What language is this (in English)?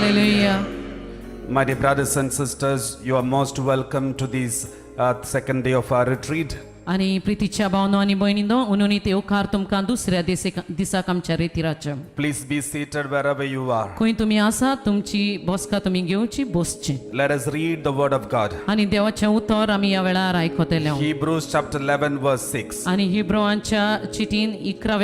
Konkani